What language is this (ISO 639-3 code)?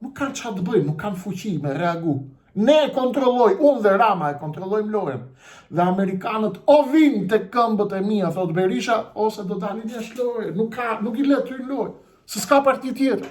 sqi